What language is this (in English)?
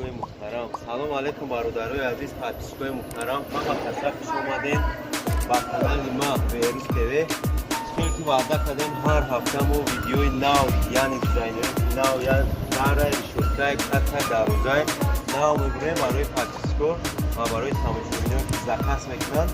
Tajik